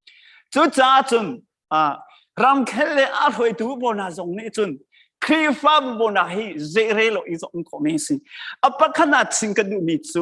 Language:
Hakha Chin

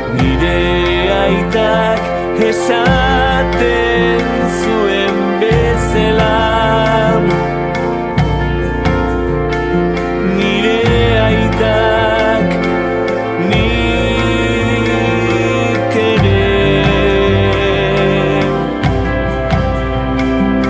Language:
Basque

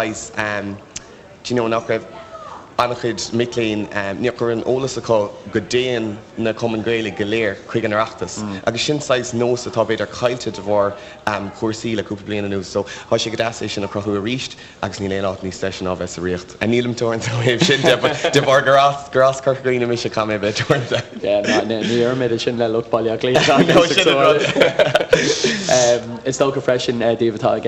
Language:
Irish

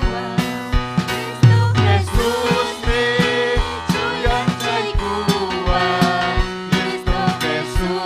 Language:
Ayacucho Quechua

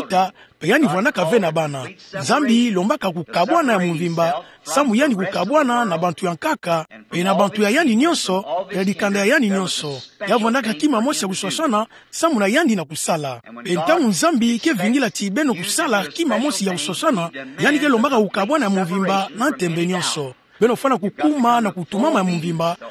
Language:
Kituba (Democratic Republic of Congo)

